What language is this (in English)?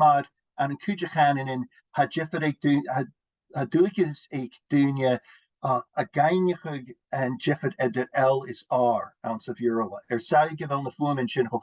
Scottish Gaelic